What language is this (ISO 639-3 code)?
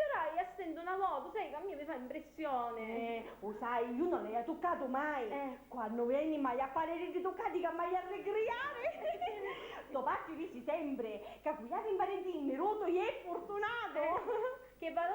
scn